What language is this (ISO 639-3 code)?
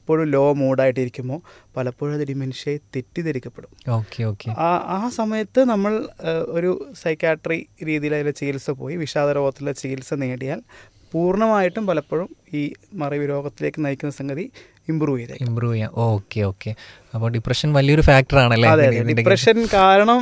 mal